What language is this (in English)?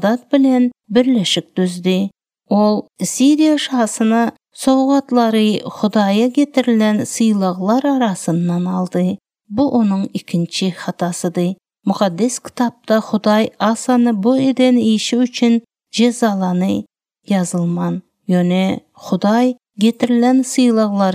Turkmen